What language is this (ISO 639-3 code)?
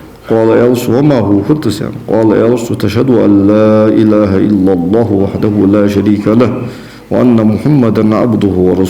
inh